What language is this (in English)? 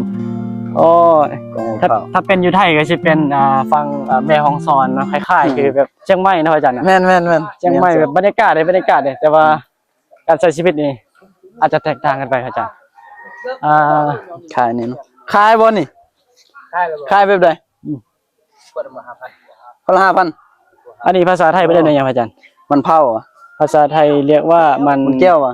Northeastern Thai